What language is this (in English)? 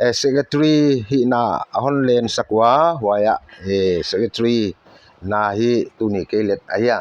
Paite Chin